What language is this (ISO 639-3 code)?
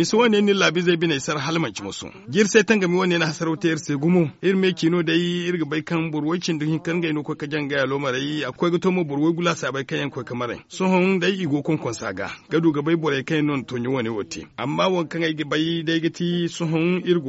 dje